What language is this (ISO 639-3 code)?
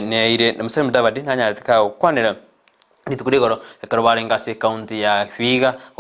guz